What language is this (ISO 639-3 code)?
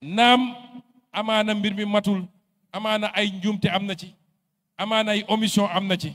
wol